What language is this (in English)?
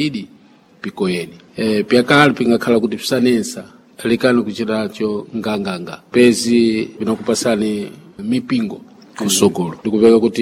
Sena